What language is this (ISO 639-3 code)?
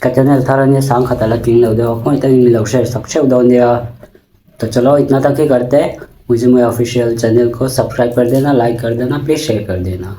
lus